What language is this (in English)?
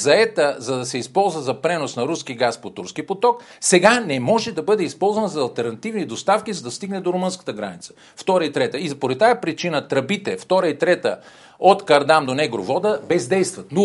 Bulgarian